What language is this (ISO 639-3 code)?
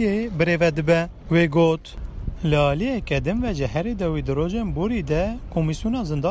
kur